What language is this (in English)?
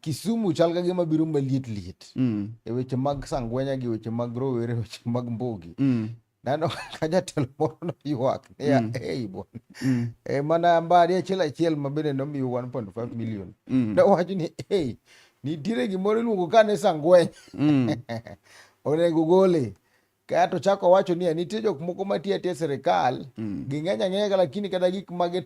Luo (Kenya and Tanzania)